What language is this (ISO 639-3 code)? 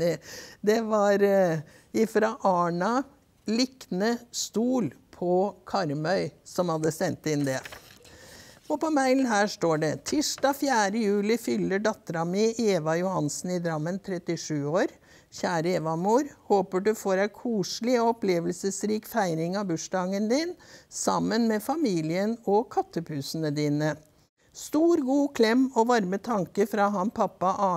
nor